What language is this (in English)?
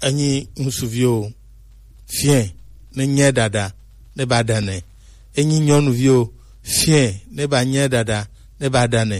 Gen